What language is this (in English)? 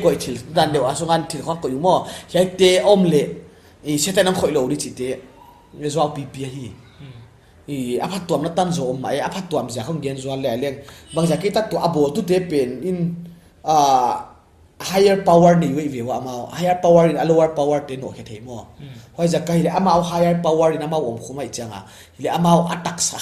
Paite Chin